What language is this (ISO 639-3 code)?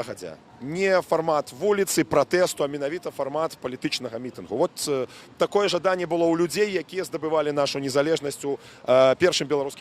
bel